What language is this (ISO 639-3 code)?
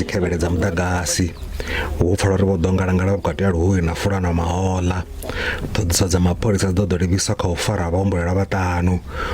ven